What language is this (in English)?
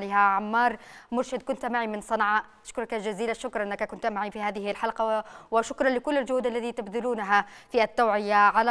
Arabic